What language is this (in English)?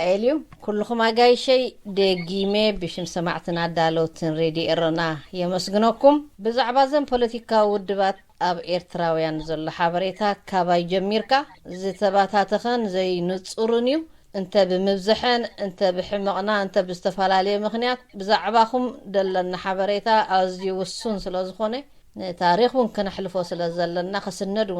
Tigrinya